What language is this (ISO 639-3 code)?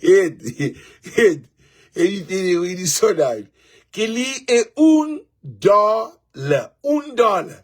kea